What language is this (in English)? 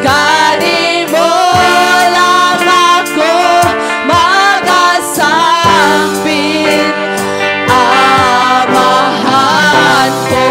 Cebuano